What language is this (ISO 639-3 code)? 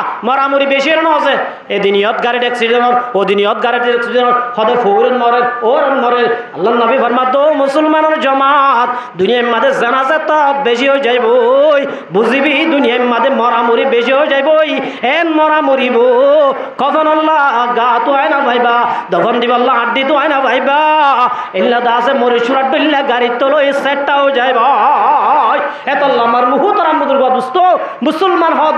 rhg